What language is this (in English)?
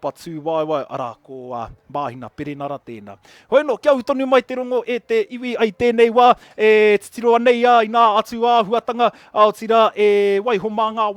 Māori